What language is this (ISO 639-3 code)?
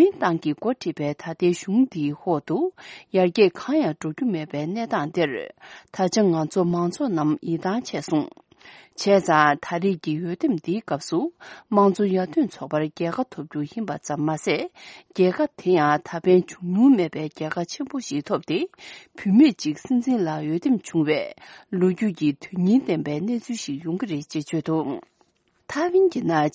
bod